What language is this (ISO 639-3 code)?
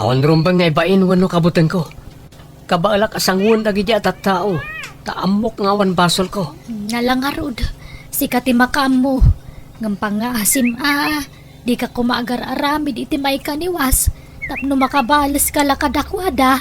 ilo